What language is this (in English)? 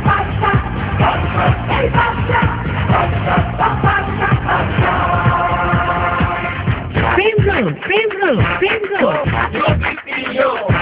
Bangla